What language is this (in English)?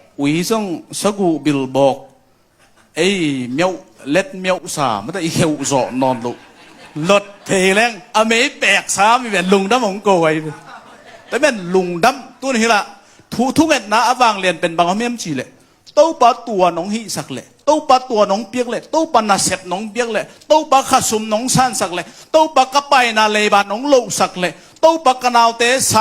Tedim Chin